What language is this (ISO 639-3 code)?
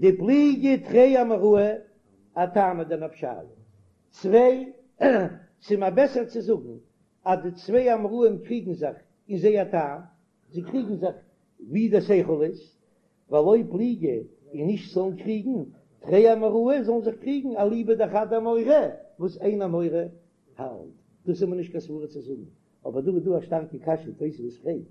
yid